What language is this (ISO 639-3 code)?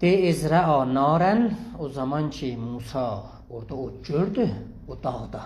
azb